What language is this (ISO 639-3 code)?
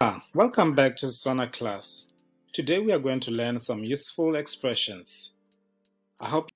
tsn